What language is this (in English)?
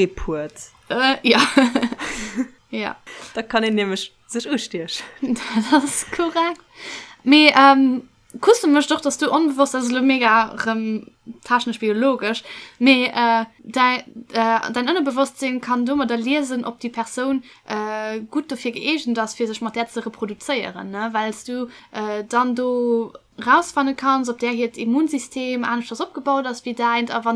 Luxembourgish